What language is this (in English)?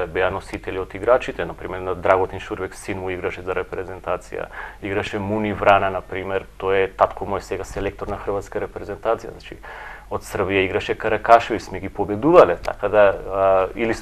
Macedonian